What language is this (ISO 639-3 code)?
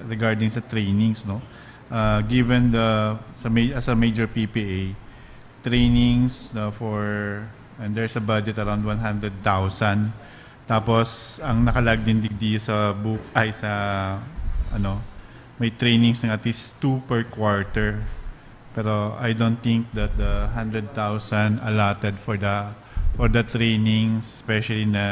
bik